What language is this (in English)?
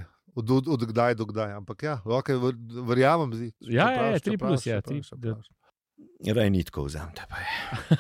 Slovenian